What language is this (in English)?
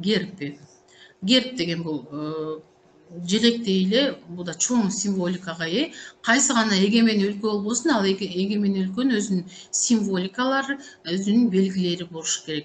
Kyrgyz